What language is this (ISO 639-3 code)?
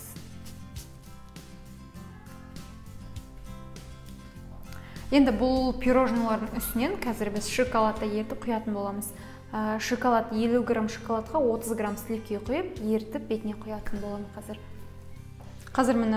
kaz